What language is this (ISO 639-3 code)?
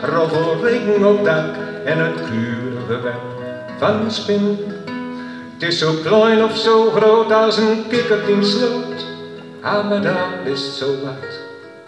gos